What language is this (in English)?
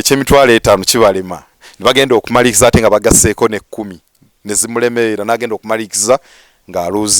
Ganda